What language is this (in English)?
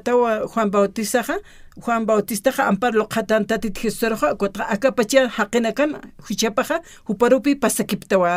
Aymara